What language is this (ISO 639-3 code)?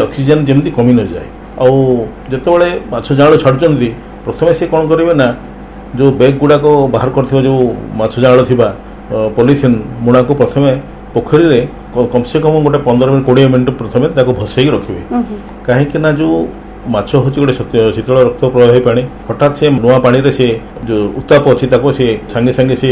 ori